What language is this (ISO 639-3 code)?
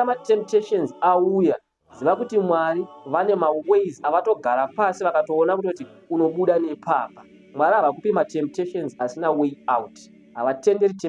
sna